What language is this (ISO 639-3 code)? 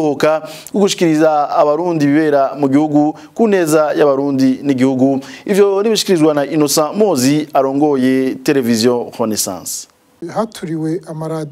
run